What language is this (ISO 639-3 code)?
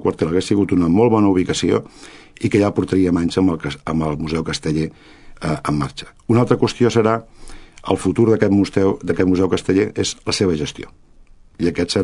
cat